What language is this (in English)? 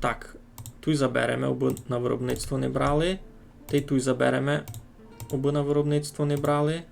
Rusyn